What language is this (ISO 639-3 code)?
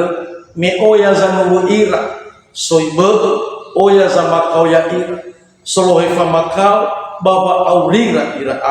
nia